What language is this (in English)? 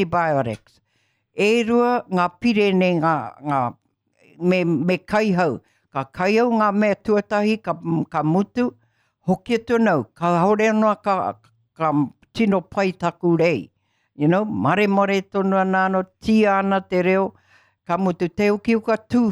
Māori